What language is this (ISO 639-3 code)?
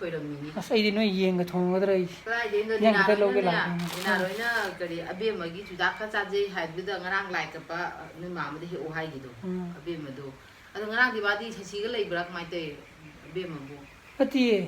mni